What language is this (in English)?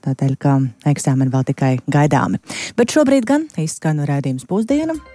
Latvian